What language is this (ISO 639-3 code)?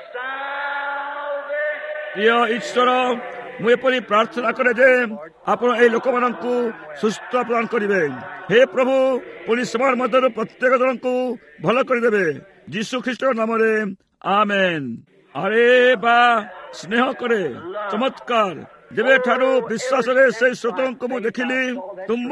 ori